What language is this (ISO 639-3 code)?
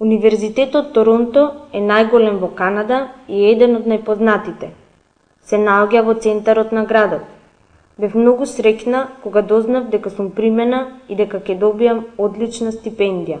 mkd